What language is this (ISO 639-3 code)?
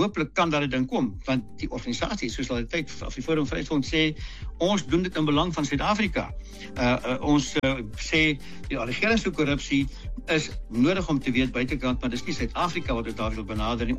afr